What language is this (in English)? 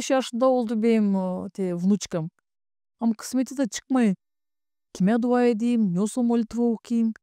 Gagauz